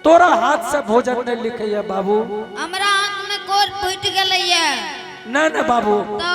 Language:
Angika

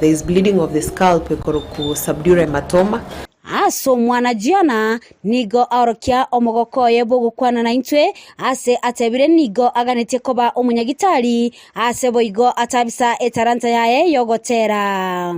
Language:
Gusii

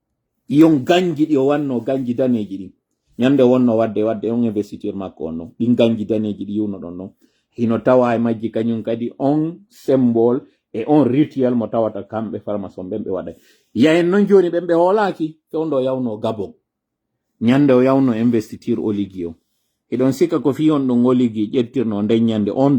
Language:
Pular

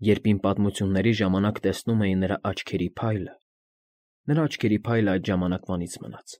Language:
Armenian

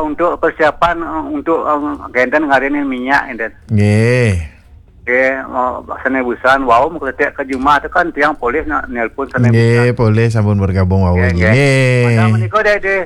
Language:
Balinese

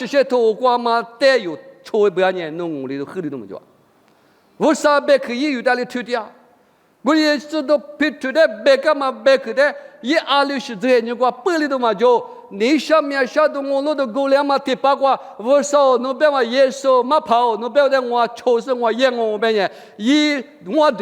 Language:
Lisu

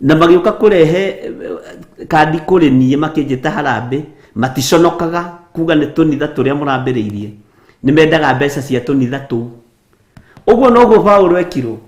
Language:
Kikuyu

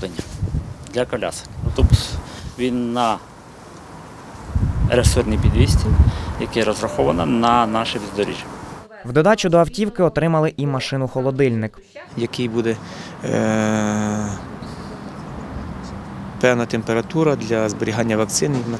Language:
Ukrainian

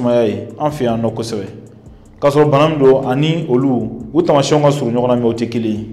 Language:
Bambara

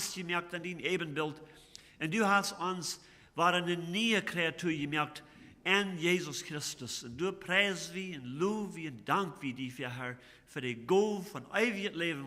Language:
Plautdietsch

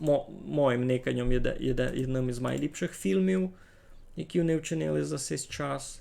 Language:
Rusyn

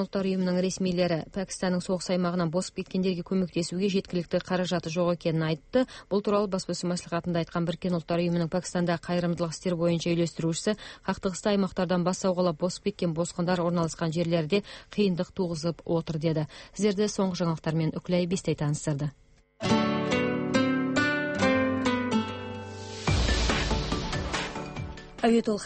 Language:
Kazakh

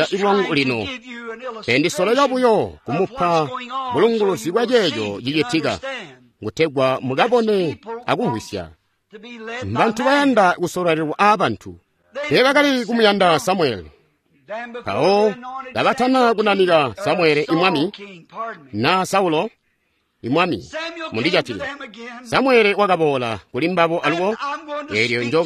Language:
Tonga (Zambia)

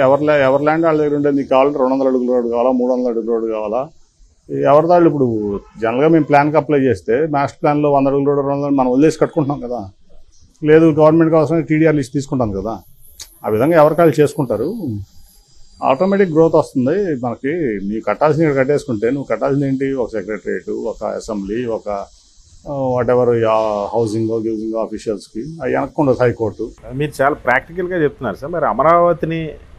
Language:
Telugu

